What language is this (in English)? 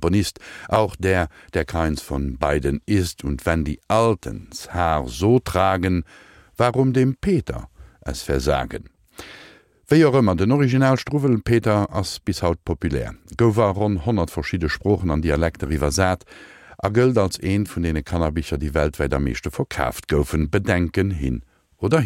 Luxembourgish